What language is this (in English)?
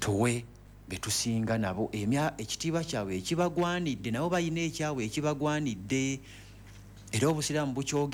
Ganda